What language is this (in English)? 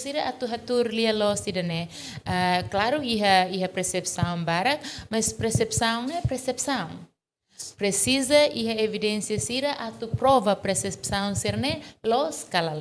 Tetum